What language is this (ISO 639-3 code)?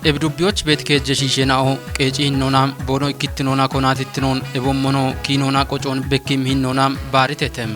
kbr